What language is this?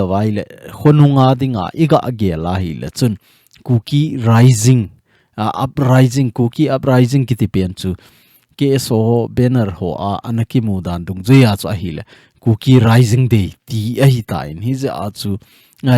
Thado Chin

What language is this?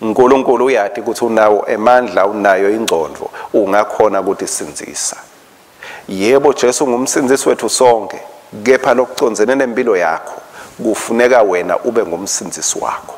Swati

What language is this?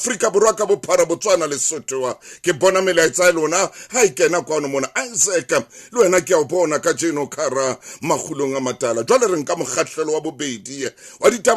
Southern Sotho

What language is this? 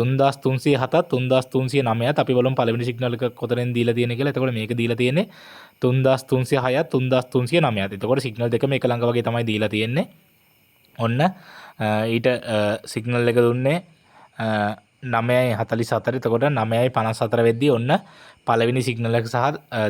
Sinhala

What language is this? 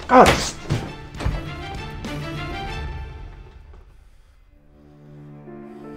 Turkish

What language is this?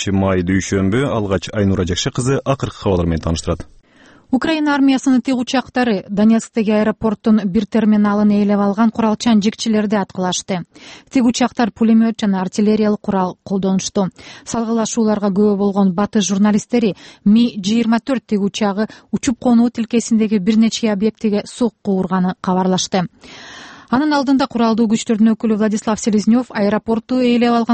Kyrgyz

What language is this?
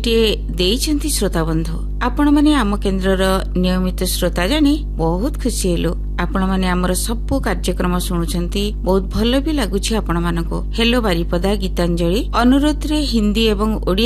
Odia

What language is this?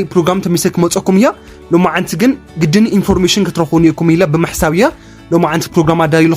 Tigrinya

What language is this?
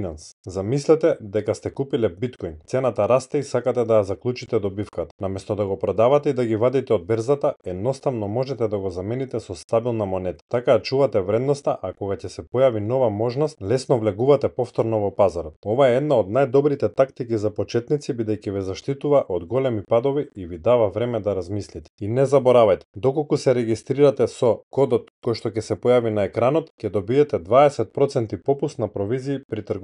Macedonian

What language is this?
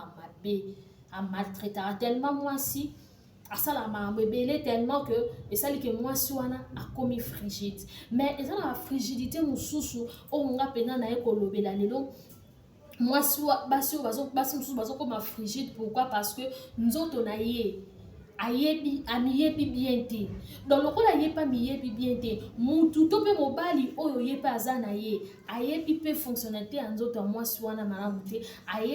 Lingala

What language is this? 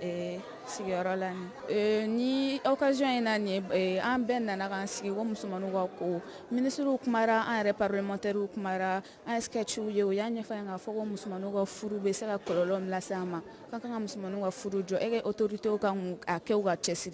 Bambara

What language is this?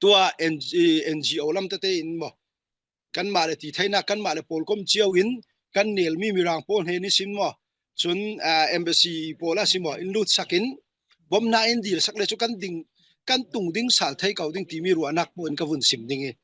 Falam Chin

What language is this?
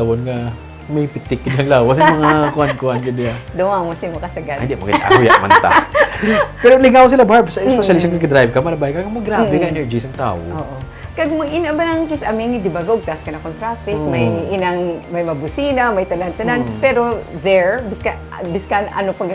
Hiligaynon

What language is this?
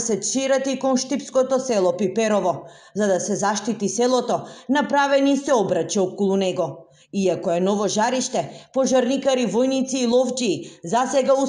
Macedonian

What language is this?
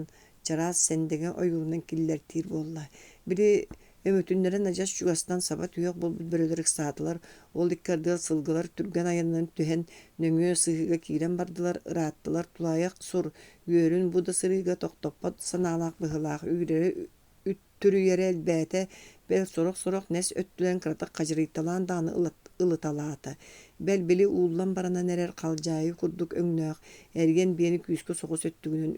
Yakut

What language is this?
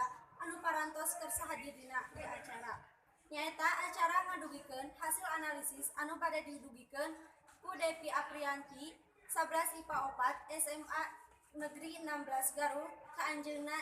Sundanese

